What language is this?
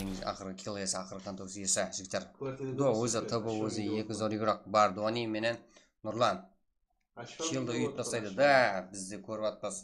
Kara-Kalpak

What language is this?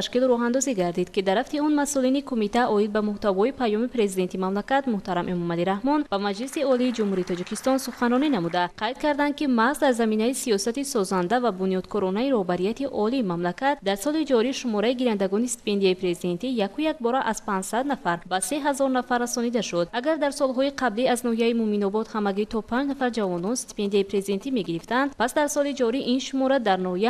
Tajik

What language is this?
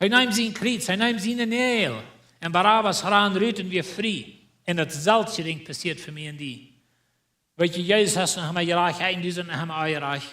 Plautdietsch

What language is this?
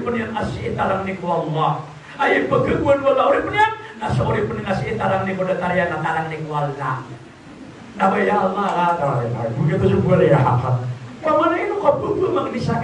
Maranao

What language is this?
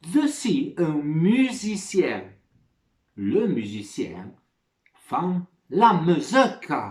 Arpitan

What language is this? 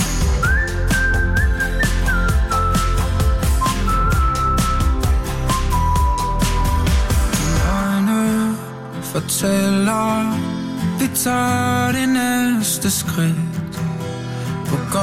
Danish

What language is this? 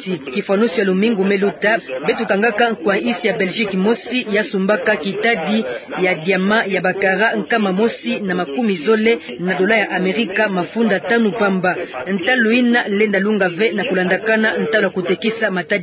Kituba (Democratic Republic of Congo)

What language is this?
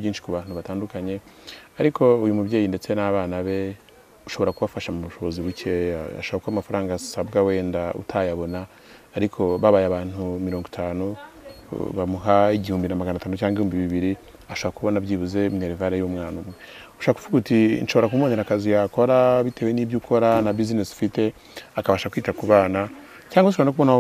Kinyarwanda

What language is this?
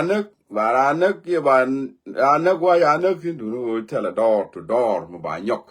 Nuer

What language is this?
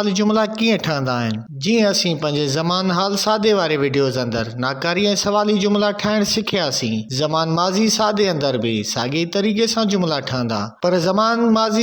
Sindhi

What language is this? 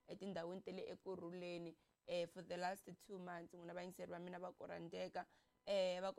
Tsonga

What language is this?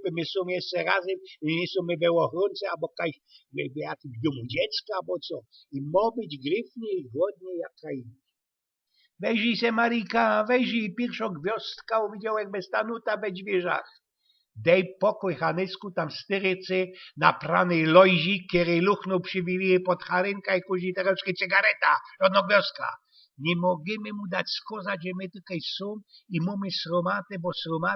Silesian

